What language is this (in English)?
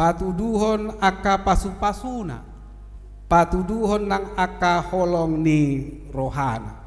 Batak Toba